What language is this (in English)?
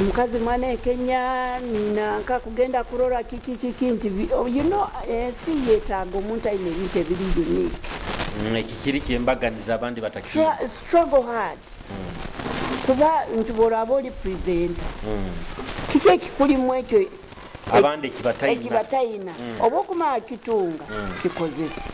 Nyoro